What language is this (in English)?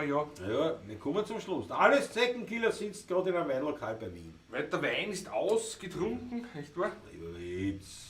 Bavarian